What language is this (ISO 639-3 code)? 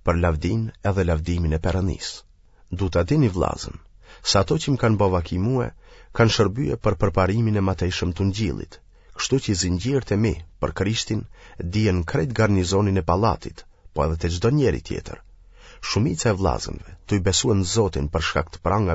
sqi